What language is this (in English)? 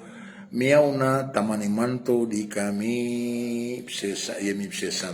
Maranao